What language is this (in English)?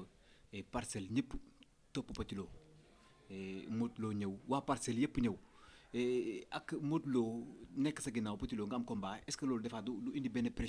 Wolof